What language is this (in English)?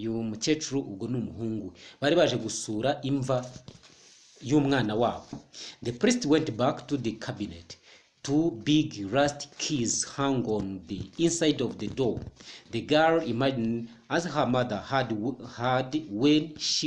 Kinyarwanda